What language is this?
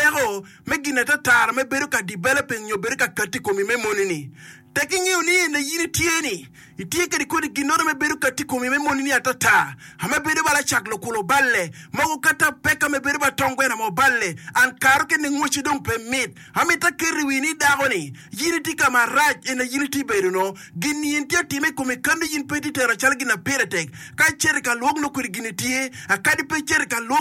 Acoli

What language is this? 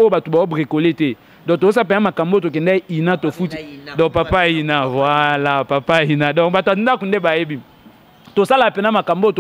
Lingala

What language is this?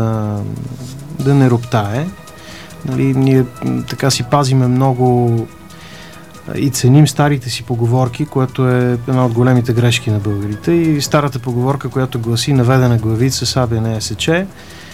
Bulgarian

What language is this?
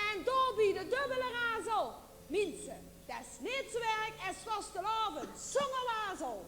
Limburgish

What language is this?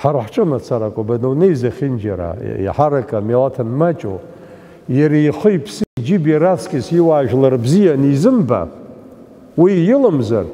Abkhazian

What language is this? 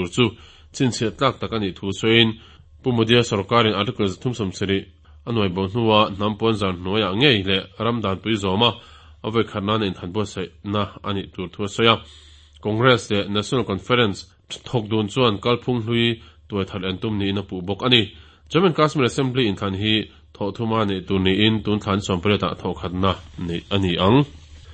Mizo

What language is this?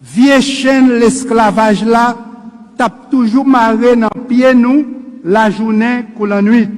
Haitian Creole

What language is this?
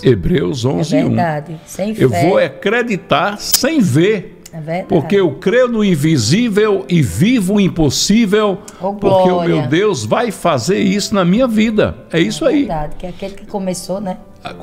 Portuguese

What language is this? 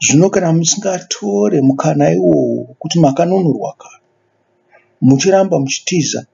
Shona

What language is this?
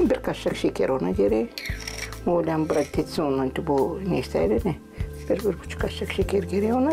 Gagauz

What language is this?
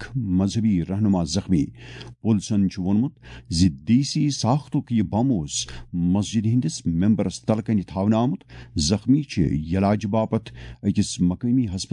Kashmiri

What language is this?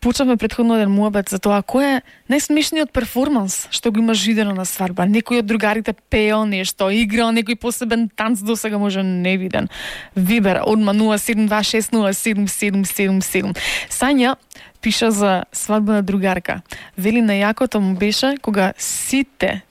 Macedonian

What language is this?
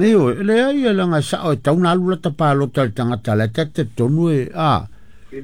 Samoan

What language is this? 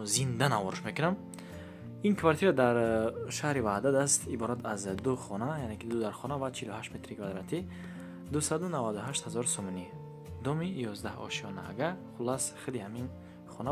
Tajik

